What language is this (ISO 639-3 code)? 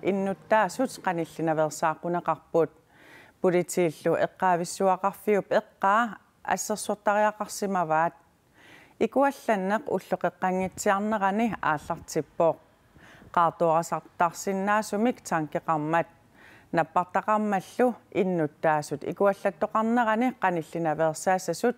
kal